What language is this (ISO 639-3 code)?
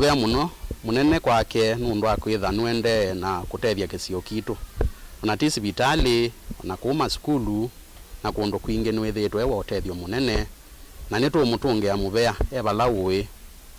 kam